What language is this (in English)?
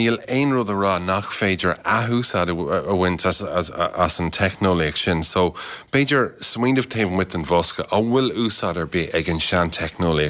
Irish